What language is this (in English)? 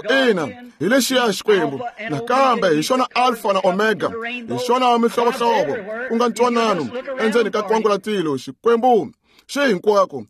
Tsonga